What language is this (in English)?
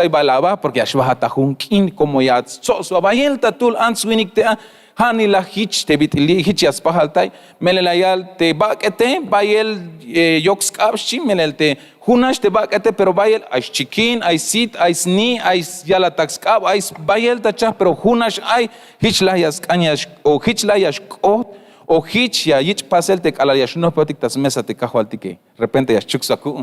Tzeltal